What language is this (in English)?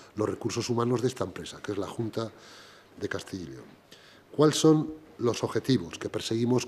Spanish